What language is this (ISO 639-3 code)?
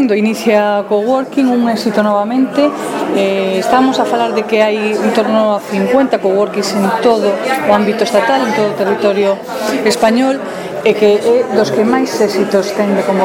glg